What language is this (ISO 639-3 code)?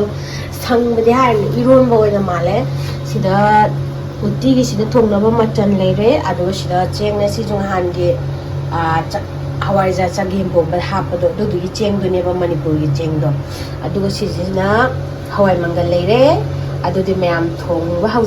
mni